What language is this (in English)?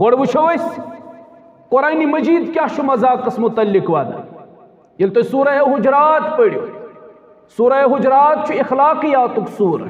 Kashmiri